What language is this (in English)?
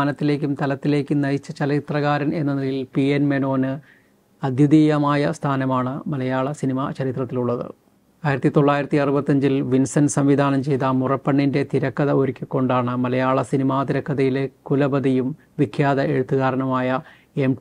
Malayalam